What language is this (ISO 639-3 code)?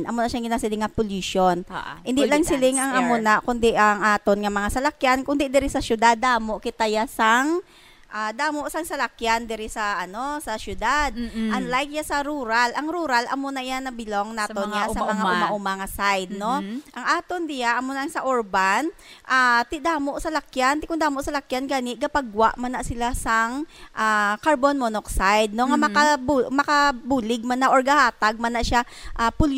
hil